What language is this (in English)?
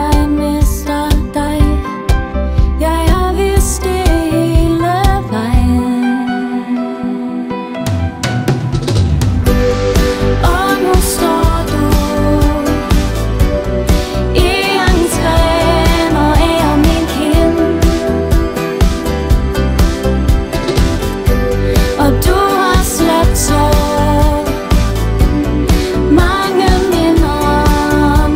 Danish